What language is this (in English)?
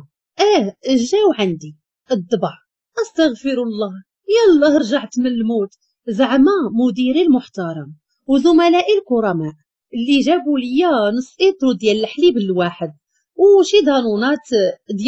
Moroccan Arabic